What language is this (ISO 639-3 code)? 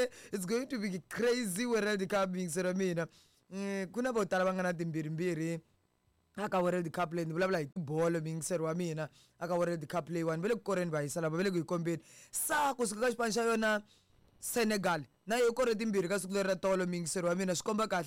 tso